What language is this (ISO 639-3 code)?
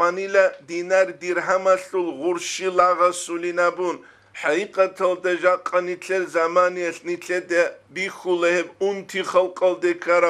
ava